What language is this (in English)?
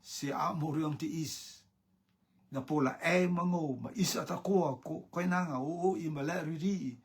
Rotuman